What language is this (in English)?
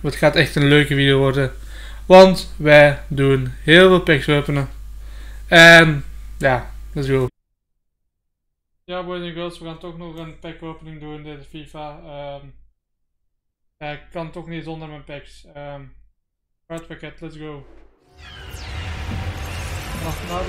Dutch